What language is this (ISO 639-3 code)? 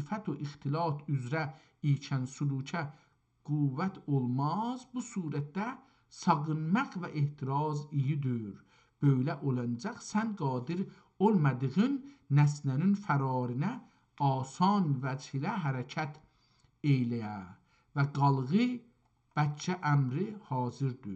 azb